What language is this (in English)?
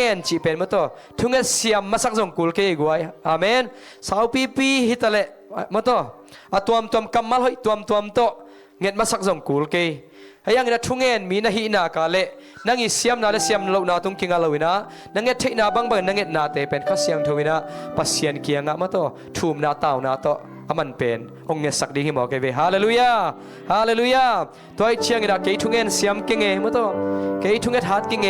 Tedim Chin